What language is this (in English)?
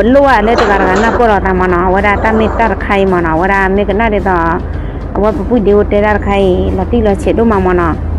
S'gaw Karen